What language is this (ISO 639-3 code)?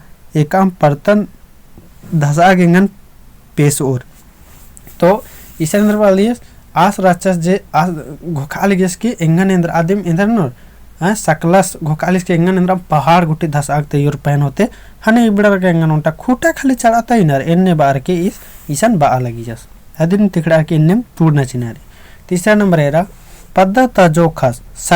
kru